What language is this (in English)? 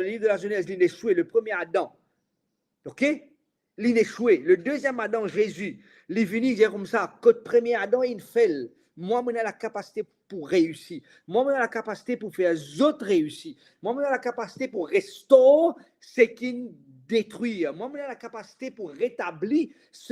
Morisyen